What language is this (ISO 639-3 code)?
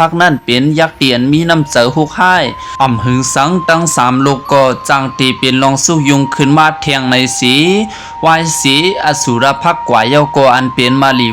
shn